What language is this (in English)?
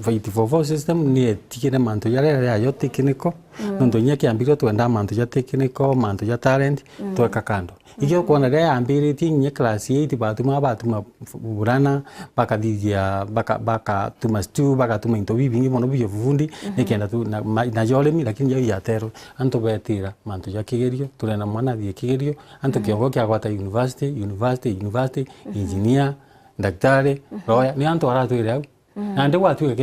Meru